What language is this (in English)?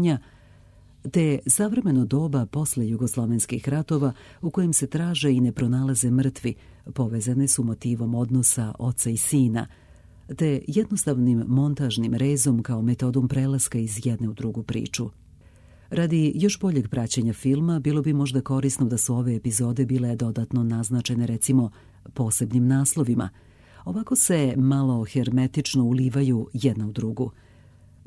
Serbian